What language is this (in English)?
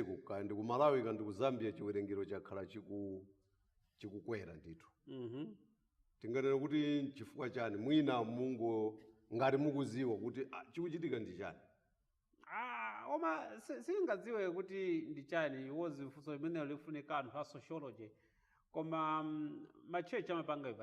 Nyanja